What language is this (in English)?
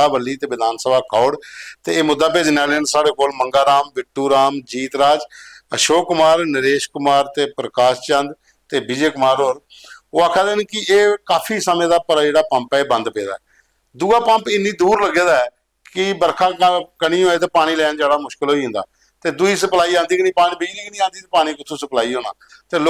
Dogri